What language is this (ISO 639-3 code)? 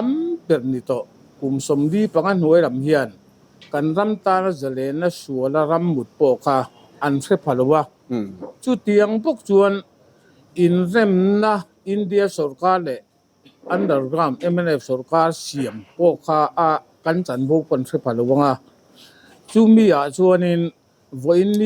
lus